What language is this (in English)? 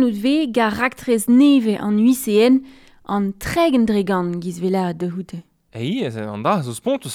Breton